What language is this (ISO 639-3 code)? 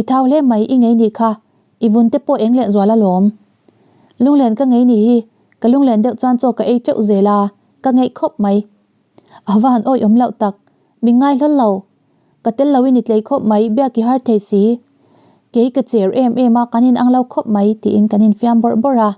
lus